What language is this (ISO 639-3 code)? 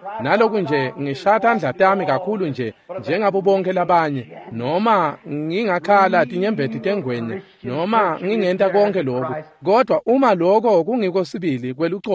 ssw